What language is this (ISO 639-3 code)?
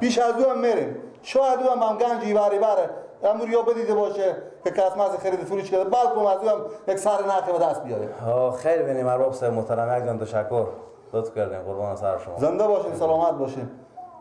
fas